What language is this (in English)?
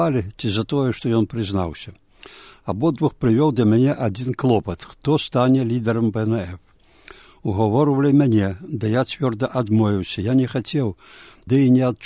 Belarusian